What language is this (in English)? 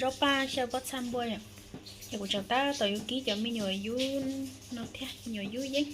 Hmong